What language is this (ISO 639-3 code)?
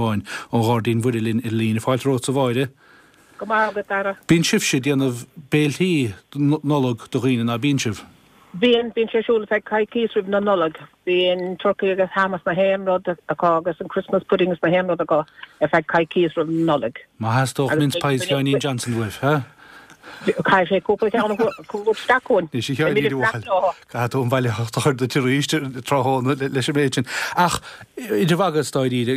gle